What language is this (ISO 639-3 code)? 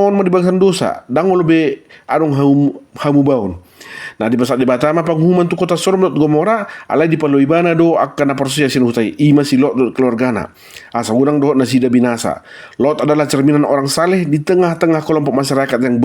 bbc